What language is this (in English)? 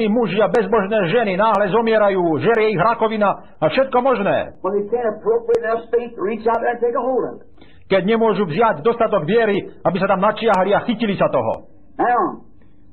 Slovak